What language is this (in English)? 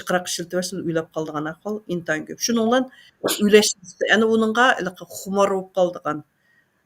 Uyghur